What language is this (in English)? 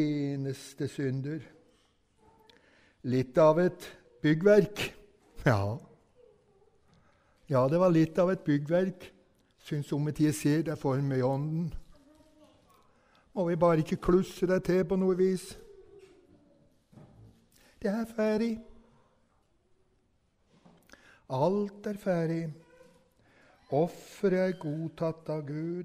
Norwegian